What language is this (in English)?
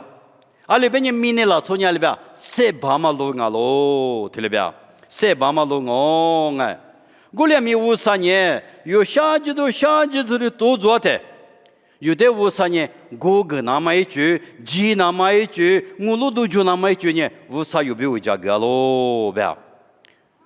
Lisu